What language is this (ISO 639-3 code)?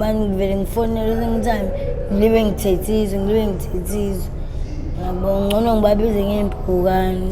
zul